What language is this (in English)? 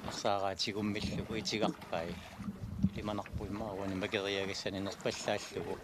Kalaallisut